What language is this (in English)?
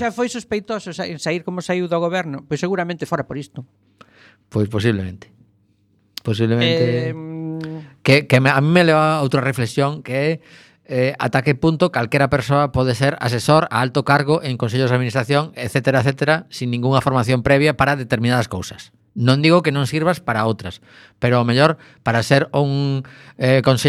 Galician